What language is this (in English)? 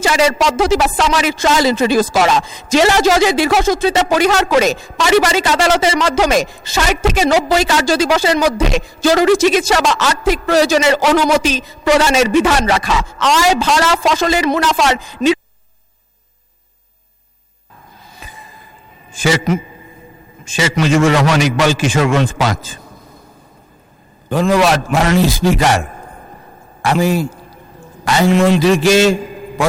Bangla